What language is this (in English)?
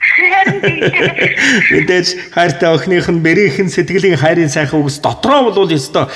Mongolian